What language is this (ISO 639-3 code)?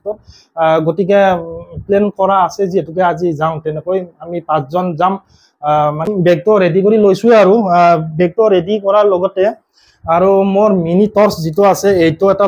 asm